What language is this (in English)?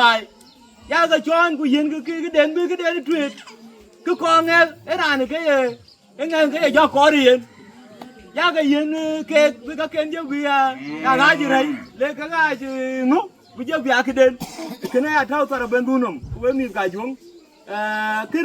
Dinka